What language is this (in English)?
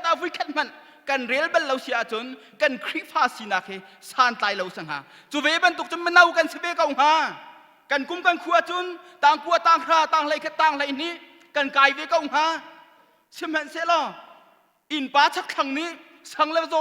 Hakha Chin